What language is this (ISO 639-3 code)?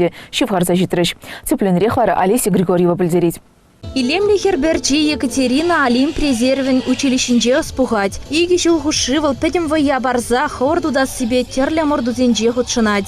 chv